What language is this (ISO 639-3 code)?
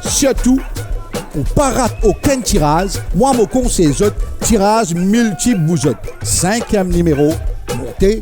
mfe